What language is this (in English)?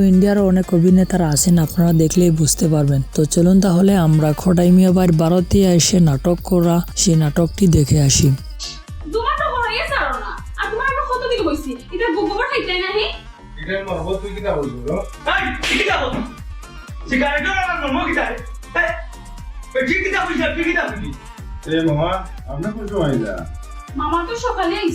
Sylheti